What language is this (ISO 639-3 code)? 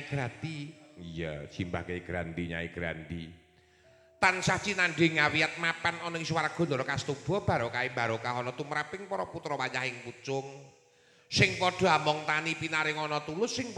jav